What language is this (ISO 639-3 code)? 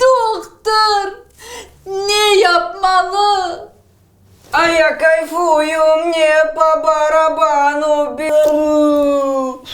crh